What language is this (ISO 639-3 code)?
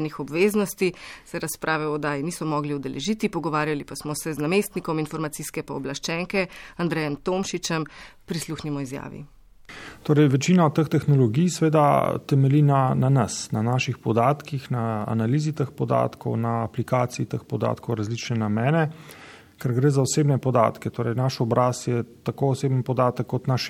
slv